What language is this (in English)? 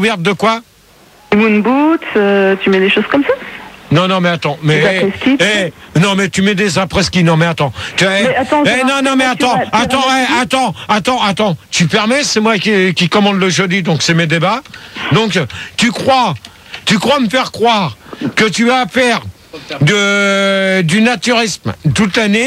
French